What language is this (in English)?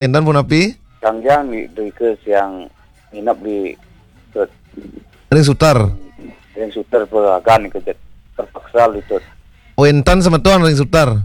Balinese